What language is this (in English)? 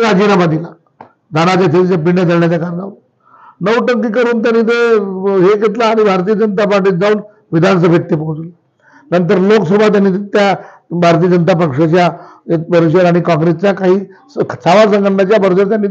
Marathi